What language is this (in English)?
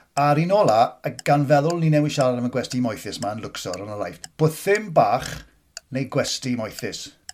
Welsh